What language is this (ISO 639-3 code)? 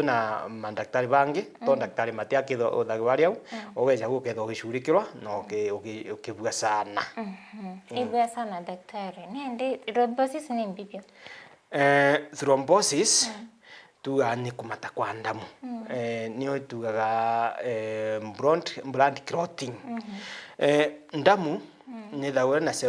mer